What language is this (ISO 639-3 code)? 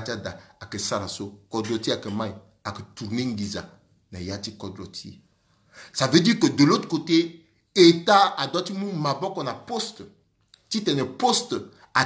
sag